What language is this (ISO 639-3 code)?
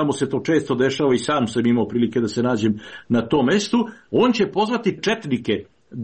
srp